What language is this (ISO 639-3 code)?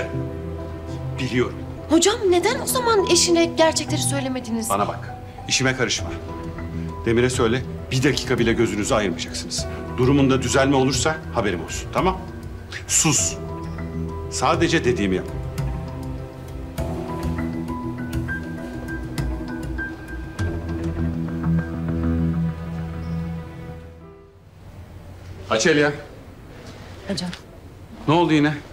tur